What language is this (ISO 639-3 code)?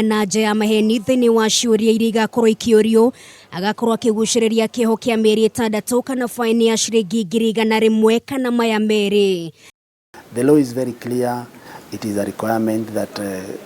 kik